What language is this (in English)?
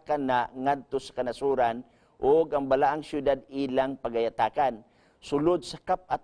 Cebuano